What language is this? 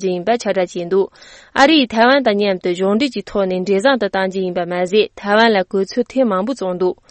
Tibetan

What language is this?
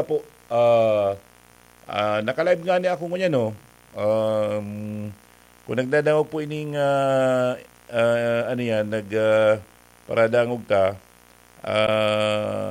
Bikol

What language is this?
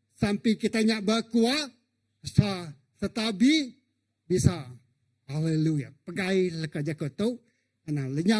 Iban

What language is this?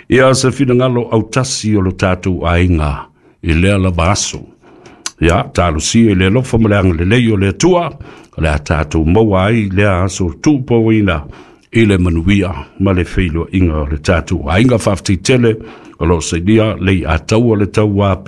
Samoan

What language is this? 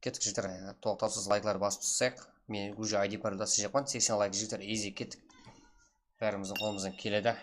Kara-Kalpak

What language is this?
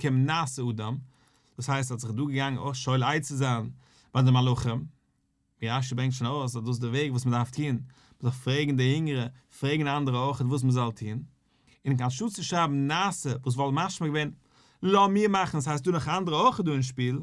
Yiddish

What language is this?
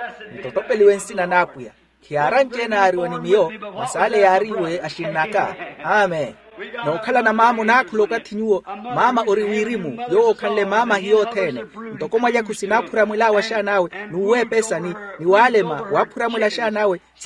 Makhuwa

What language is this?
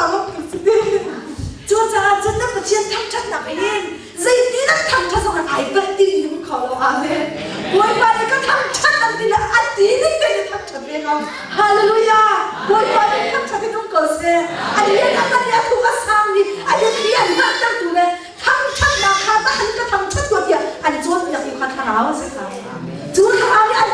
Hakha Chin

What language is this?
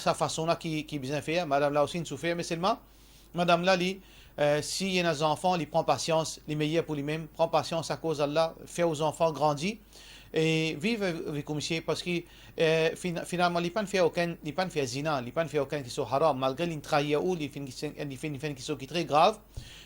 Morisyen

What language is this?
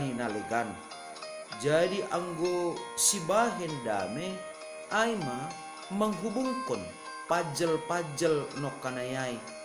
Batak Simalungun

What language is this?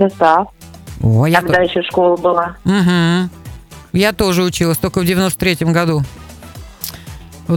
Russian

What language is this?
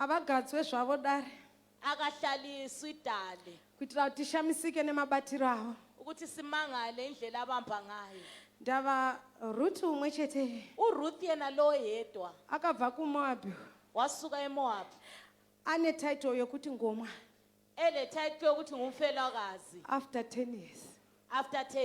Shona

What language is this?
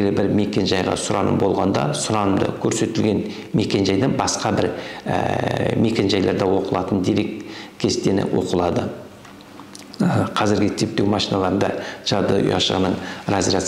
Kazakh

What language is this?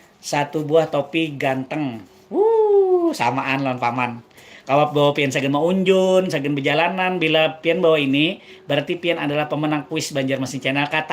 Banjar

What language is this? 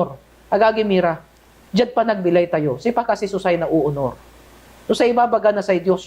Pangasinan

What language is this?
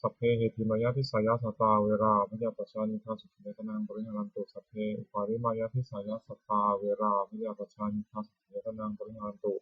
Pali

